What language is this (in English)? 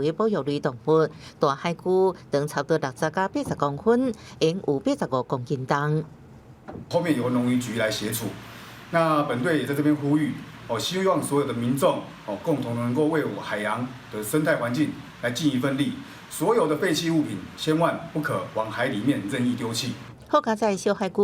Min Nan Chinese